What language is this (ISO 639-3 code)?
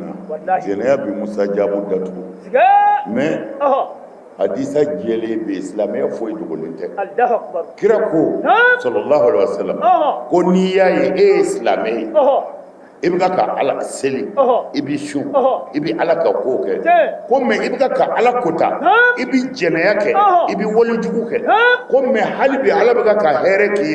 bam